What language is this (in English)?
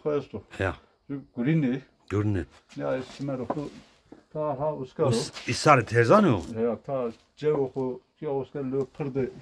Zaza